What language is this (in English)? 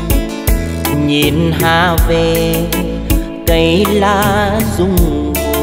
Vietnamese